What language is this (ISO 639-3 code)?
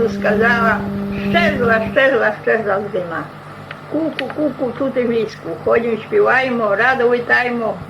rue